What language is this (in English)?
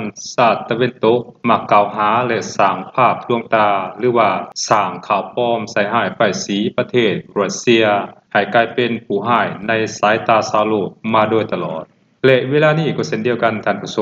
Lao